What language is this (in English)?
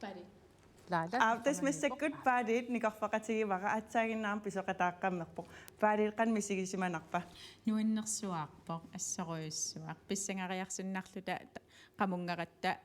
Kalaallisut